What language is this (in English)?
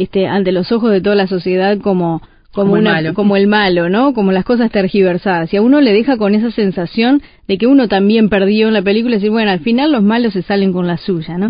Spanish